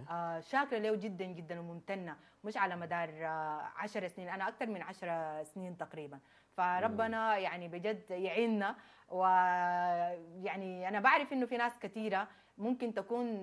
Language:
Sudanese Arabic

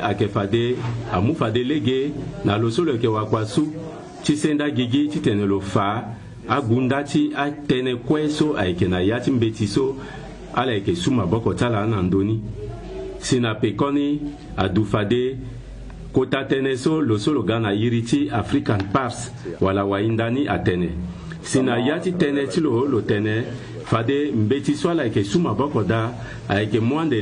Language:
Sango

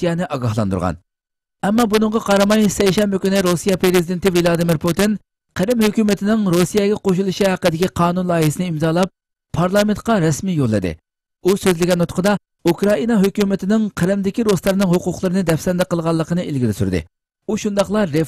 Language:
Uyghur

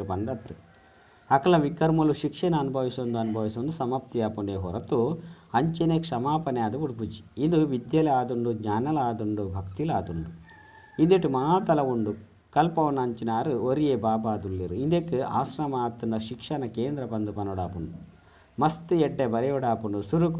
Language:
Tulu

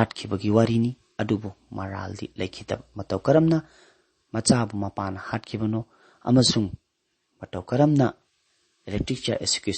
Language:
Manipuri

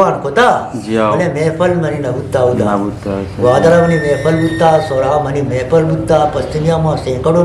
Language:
Eastern Balochi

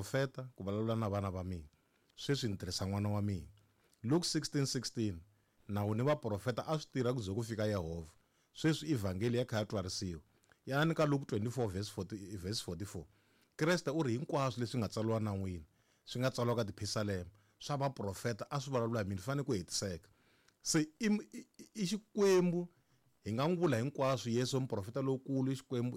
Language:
Tsonga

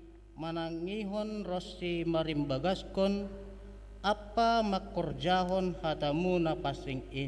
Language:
Batak Simalungun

